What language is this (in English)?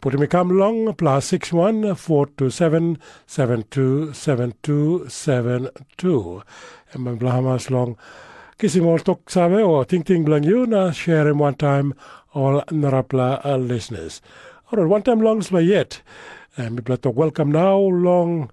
Tok Pisin